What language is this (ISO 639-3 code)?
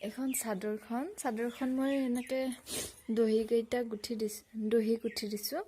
asm